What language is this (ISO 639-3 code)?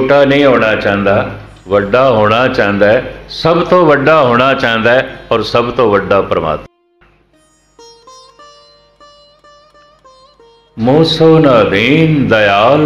pan